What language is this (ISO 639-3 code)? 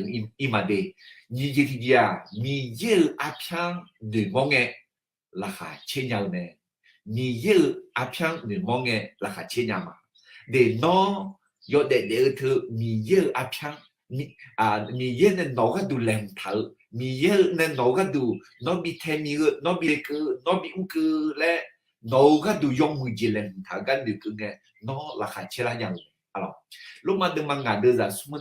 ahk